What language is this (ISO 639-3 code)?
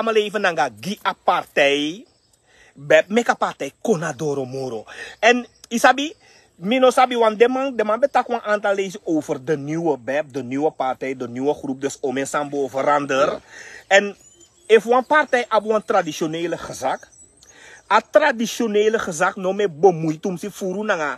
srn